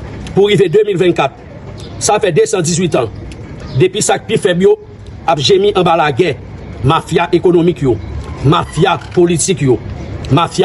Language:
Haitian Creole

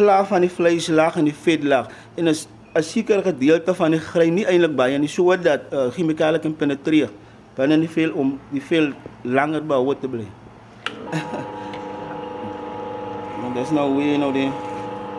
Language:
Afrikaans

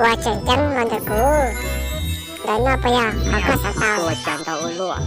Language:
Hmong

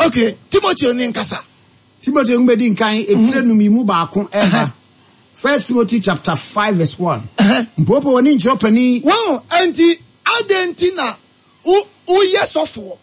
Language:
Akan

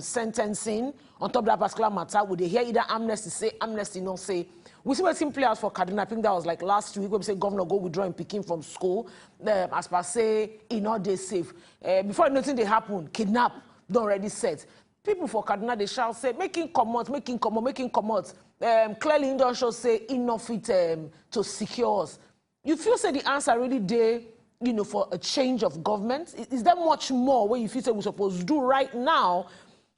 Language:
Nigerian Pidgin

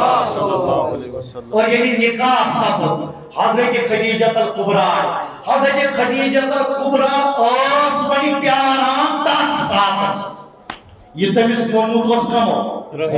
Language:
Kashmiri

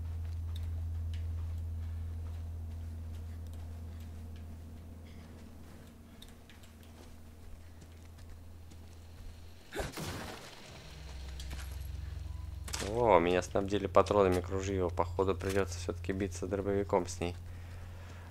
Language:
Russian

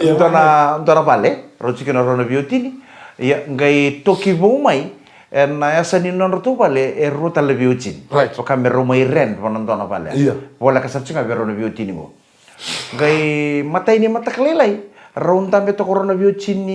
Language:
Fijian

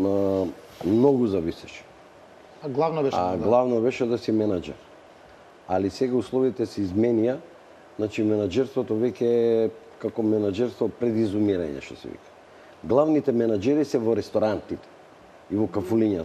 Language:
Macedonian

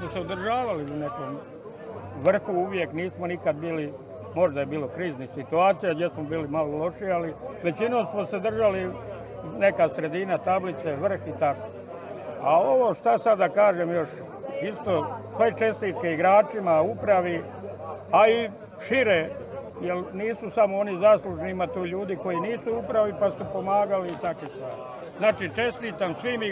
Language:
Croatian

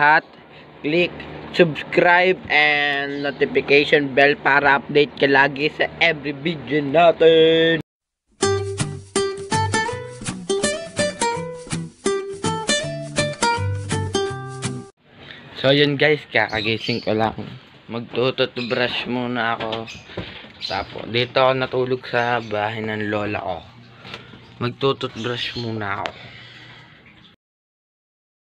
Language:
Filipino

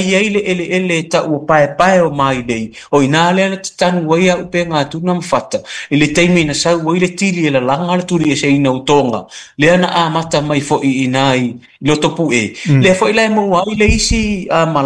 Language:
Samoan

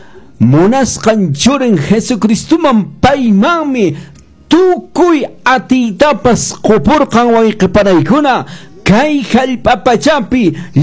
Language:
Quechua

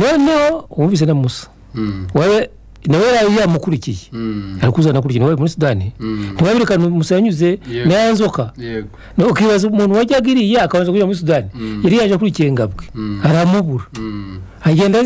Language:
Kinyarwanda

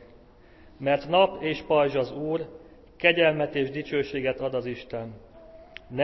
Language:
Hungarian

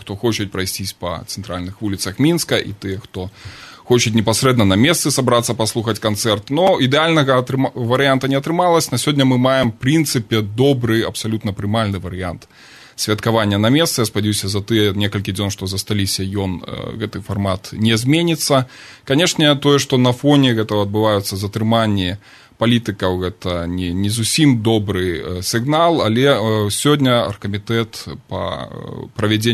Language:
Belarusian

